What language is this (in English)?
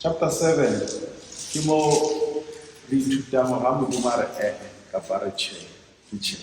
Southern Sotho